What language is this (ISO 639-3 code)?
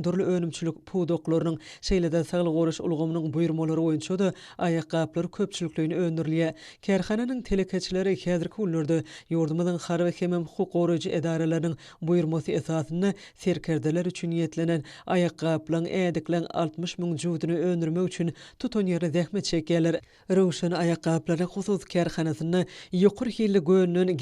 tuk